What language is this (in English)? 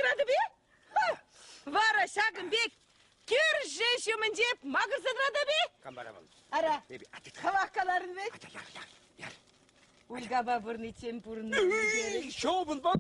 Chuvash